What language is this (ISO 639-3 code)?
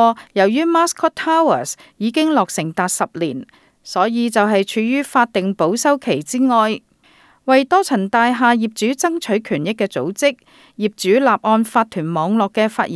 yue